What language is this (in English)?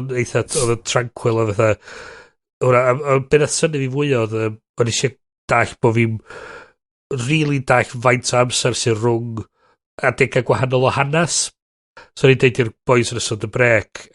Welsh